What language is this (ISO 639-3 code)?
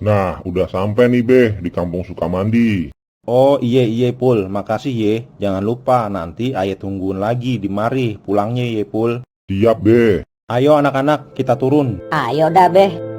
bew